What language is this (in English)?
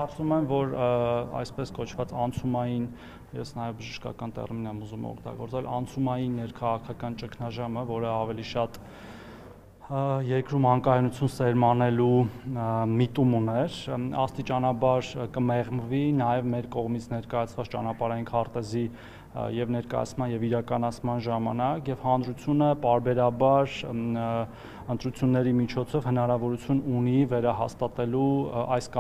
Armenian